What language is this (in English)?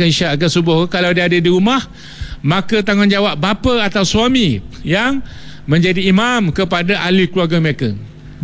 Malay